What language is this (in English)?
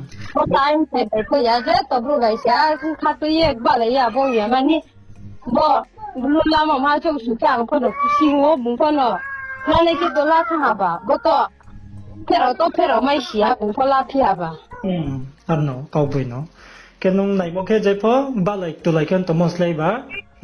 Riang (India)